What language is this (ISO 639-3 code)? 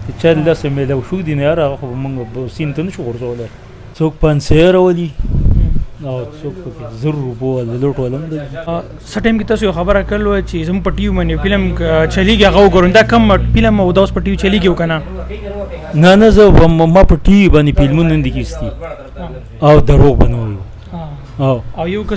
pus